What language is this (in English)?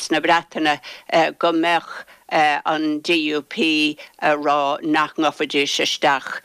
Irish